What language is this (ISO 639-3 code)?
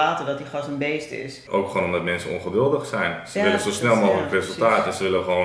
nld